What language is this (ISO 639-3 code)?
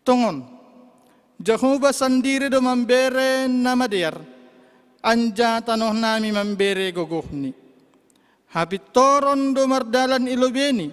bts